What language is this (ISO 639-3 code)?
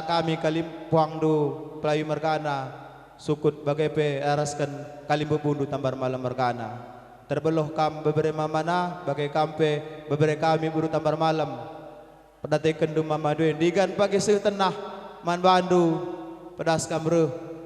btx